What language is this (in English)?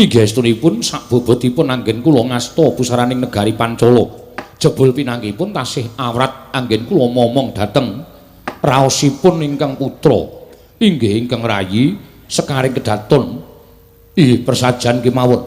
Javanese